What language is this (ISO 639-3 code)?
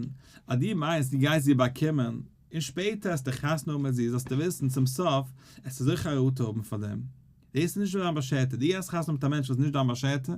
yid